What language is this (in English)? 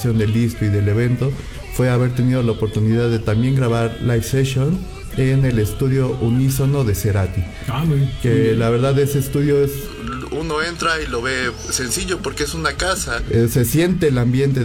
Spanish